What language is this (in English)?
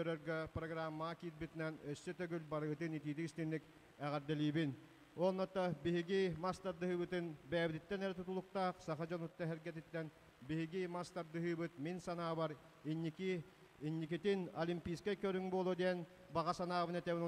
Yakut